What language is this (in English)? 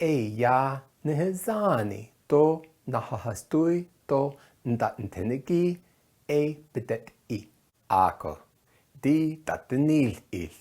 Navajo